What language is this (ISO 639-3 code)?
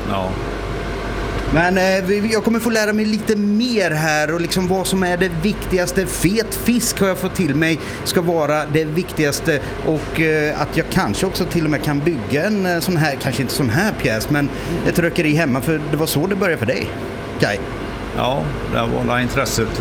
swe